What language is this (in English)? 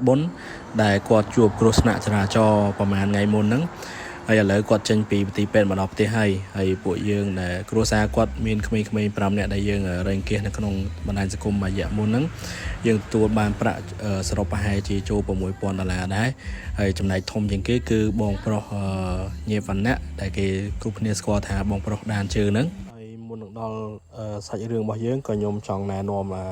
Khmer